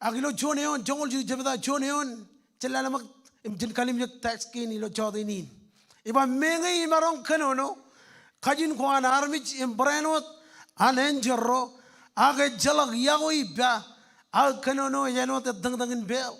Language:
Marshallese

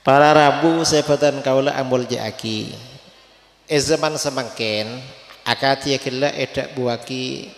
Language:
Madurese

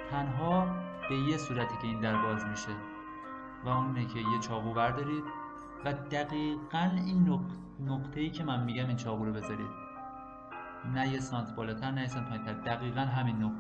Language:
Persian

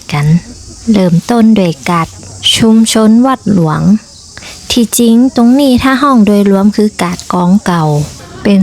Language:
Northern Thai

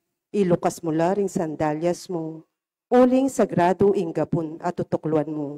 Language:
Pampanga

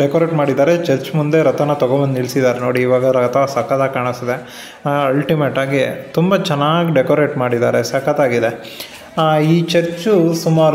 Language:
Kannada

